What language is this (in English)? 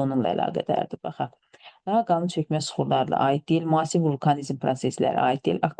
Azerbaijani